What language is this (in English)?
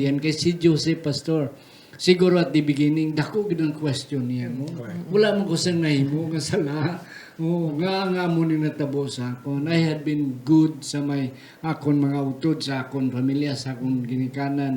Hiligaynon